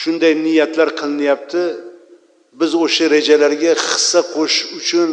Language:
Uzbek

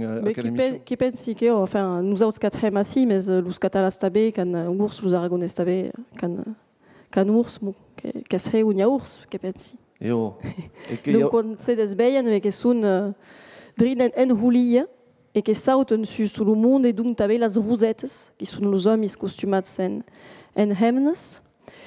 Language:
Occitan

